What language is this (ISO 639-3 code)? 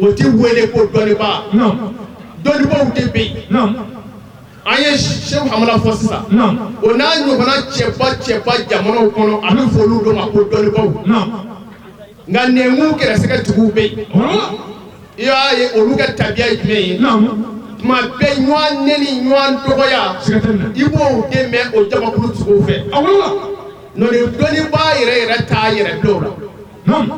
bam